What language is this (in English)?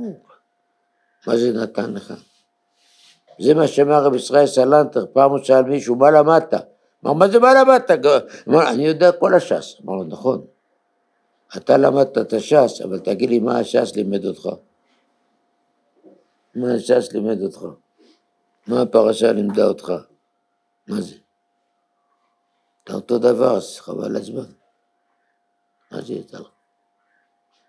Hebrew